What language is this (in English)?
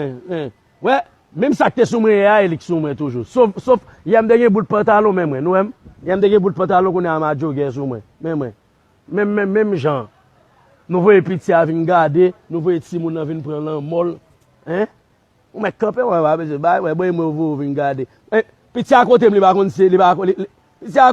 Haitian Creole